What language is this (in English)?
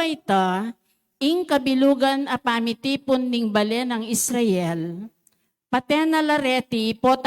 Pampanga